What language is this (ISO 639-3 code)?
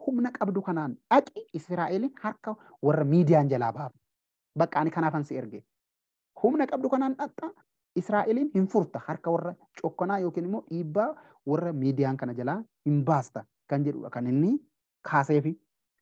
orm